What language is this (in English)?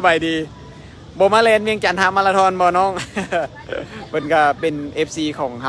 Lao